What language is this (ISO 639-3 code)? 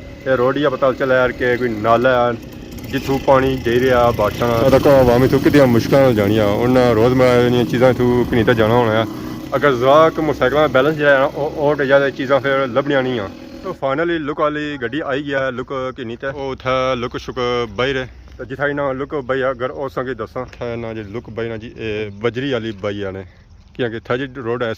phr